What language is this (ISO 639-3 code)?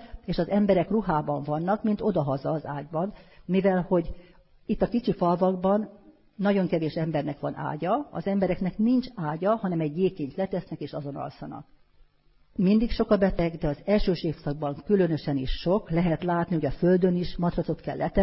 hun